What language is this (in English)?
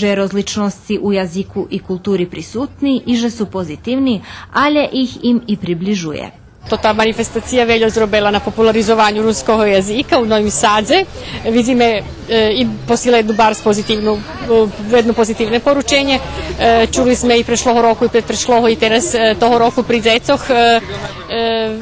Rusyn